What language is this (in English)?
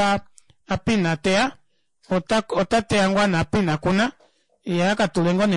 Kuanyama